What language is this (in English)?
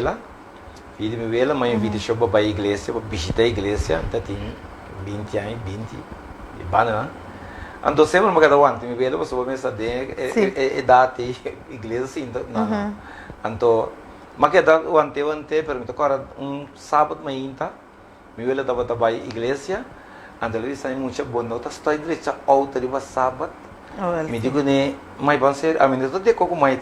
Papiamento